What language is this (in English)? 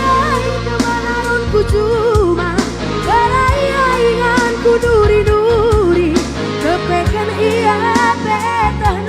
Batak Karo